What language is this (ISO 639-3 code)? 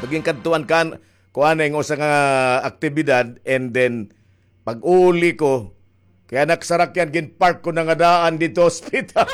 war